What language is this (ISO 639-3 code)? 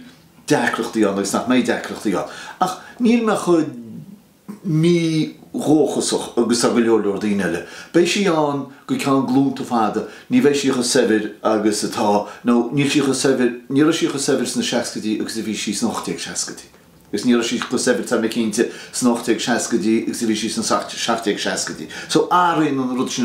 gle